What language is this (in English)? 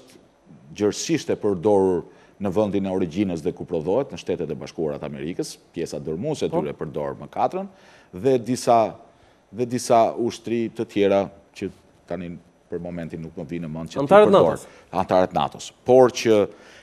Albanian